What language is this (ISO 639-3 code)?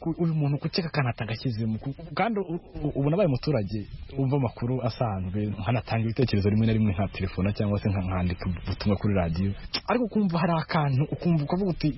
kin